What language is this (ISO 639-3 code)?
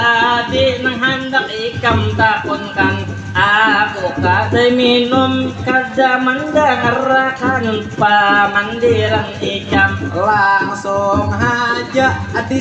bjn